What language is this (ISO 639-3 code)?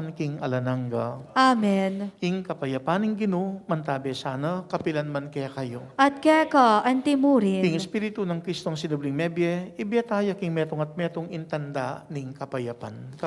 pam